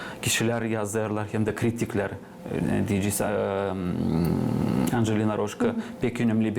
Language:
Gagauz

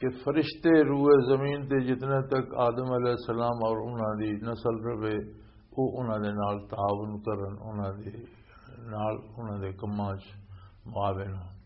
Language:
Western Panjabi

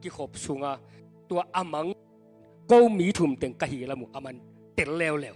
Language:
Tedim Chin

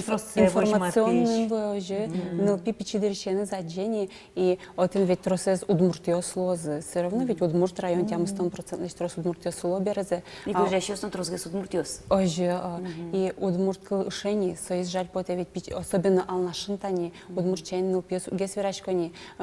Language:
Udmurt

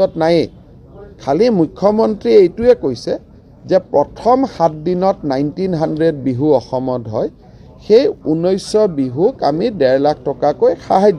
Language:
Assamese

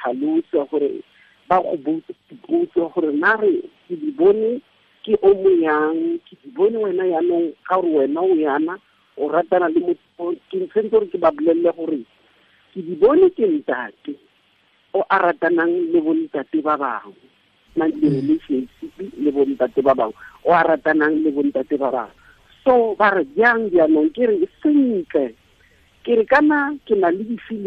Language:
Tswana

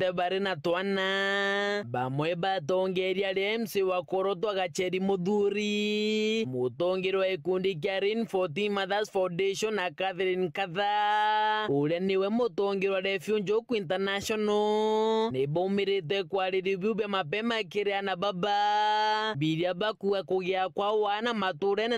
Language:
Meru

